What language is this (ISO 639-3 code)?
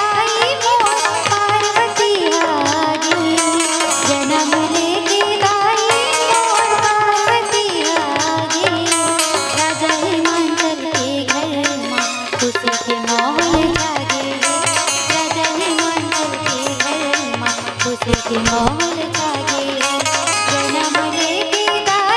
hne